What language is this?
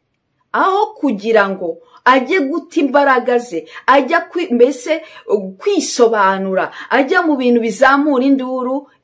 Kinyarwanda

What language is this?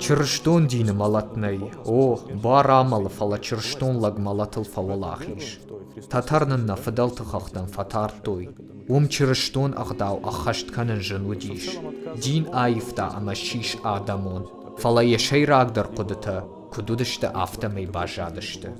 Ossetic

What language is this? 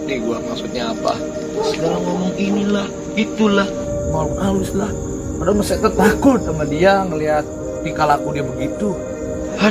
Betawi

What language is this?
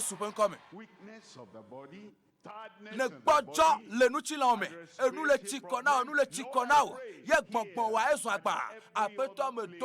Ewe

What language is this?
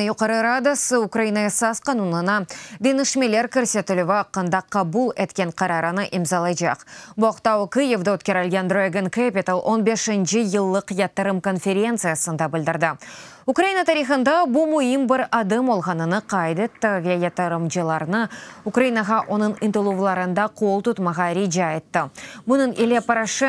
Crimean Tatar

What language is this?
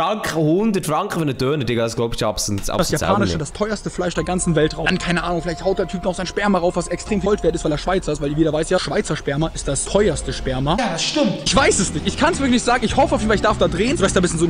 Swiss German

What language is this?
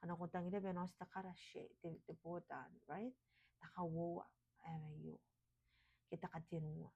Gilbertese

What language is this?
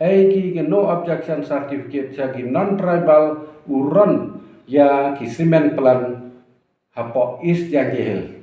Pnar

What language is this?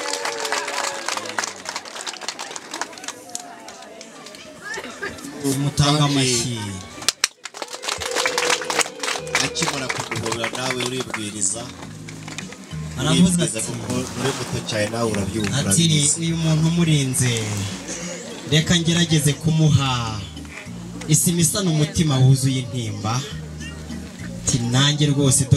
Kinyarwanda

